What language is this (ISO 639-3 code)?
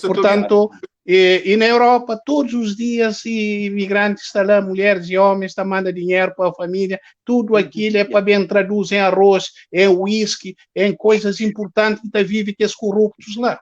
kea